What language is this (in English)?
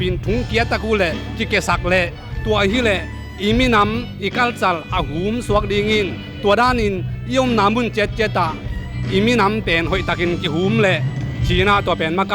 Tedim Chin